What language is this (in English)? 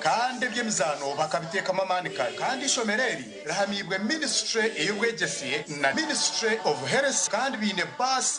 Nyankole